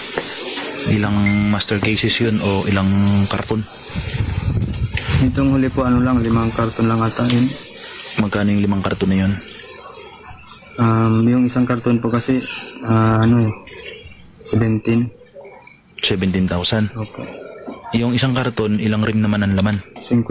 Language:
Filipino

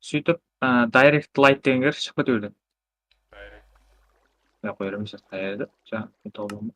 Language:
Kara-Kalpak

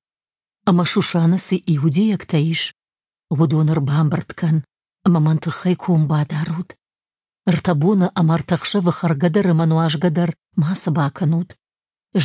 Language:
Ossetic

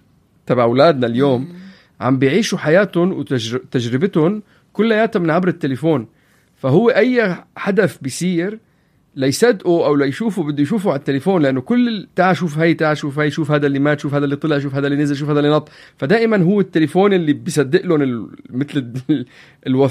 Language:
North Levantine Arabic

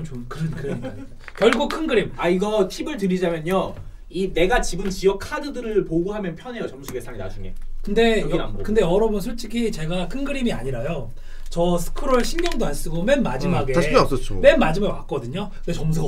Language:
Korean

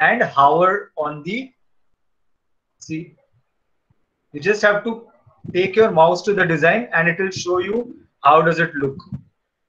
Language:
English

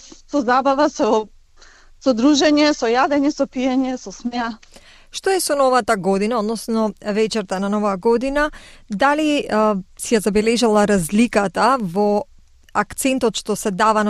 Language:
Macedonian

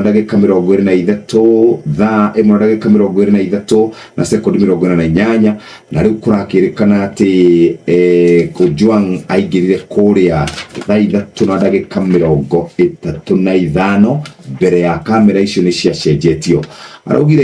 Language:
Kikuyu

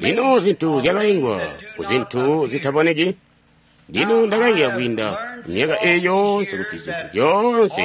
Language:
Tonga (Zambia)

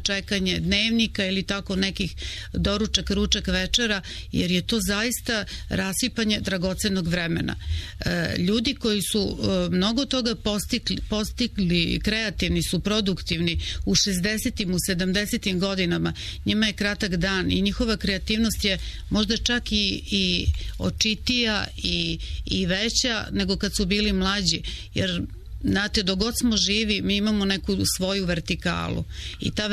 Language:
Serbian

